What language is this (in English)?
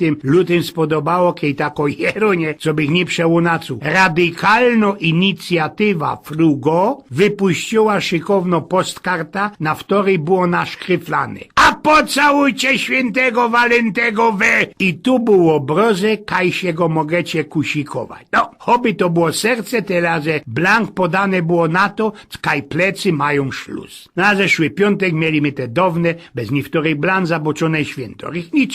Silesian